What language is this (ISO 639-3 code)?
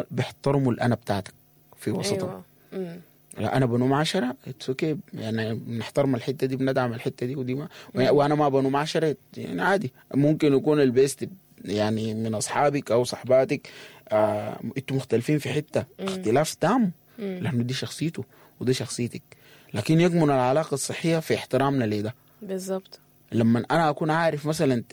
apd